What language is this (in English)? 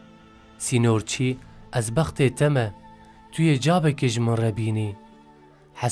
Kurdish